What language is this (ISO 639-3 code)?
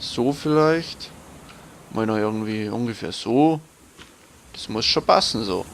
bar